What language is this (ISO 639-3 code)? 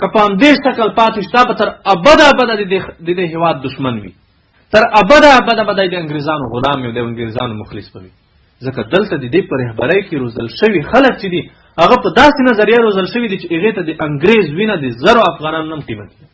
pus